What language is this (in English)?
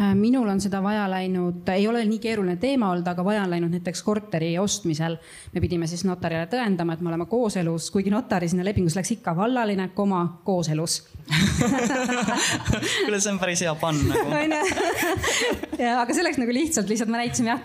Estonian